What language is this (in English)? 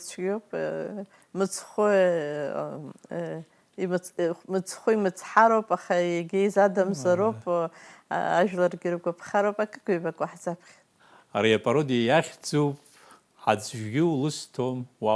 Abkhazian